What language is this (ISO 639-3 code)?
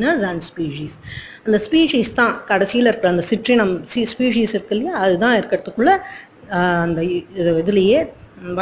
tam